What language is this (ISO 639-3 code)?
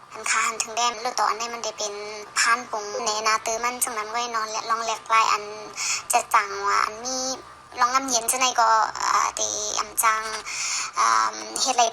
shn